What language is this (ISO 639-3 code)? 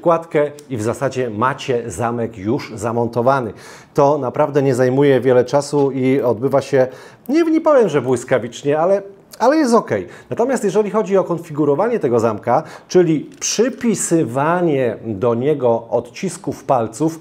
pol